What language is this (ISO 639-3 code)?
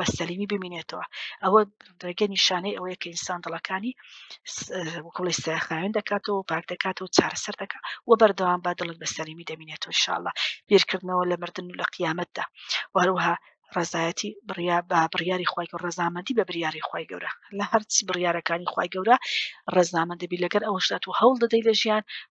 ckb